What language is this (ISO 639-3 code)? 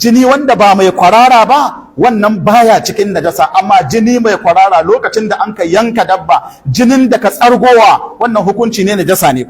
hau